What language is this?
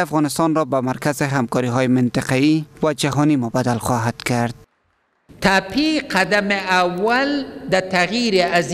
Persian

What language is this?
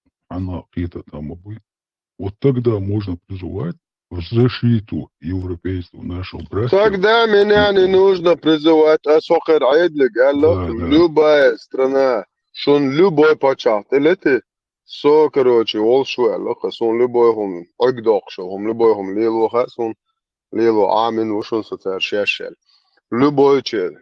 Chechen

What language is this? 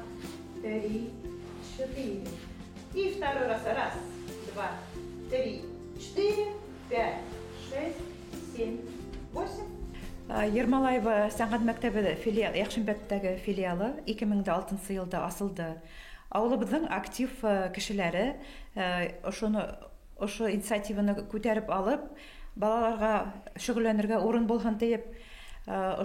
Bashkir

